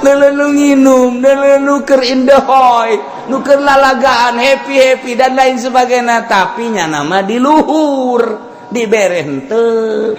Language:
Sundanese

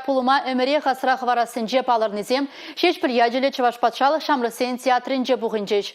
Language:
Chuvash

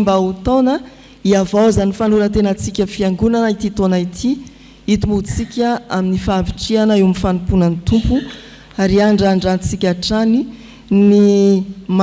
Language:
Malagasy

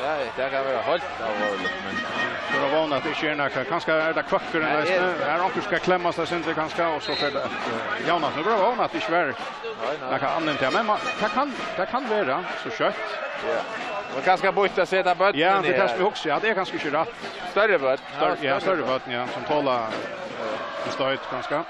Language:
Faroese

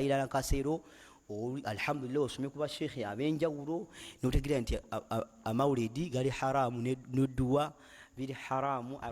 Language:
Ganda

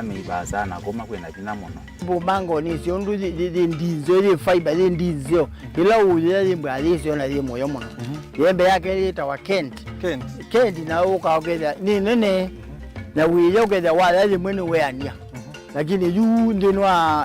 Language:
Kamba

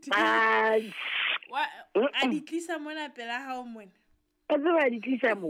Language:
Southern Sotho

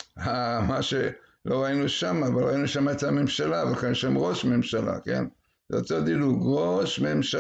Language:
Hebrew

